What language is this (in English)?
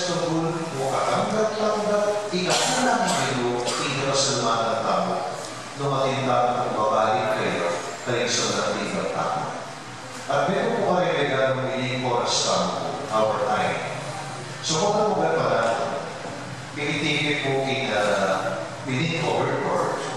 Pampanga